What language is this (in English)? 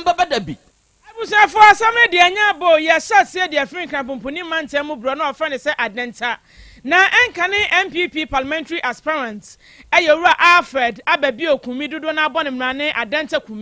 Akan